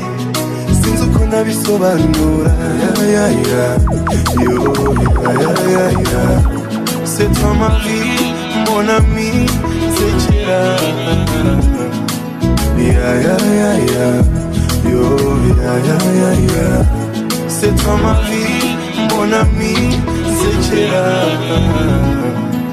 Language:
Kinyarwanda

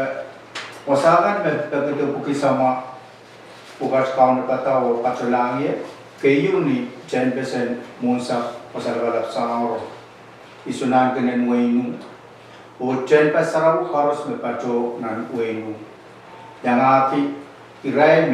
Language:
Pohnpeian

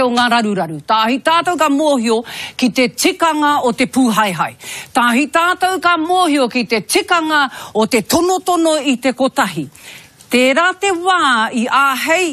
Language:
Māori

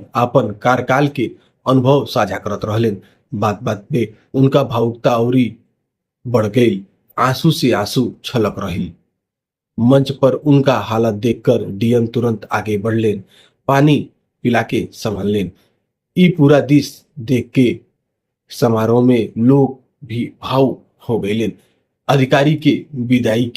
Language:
Bhojpuri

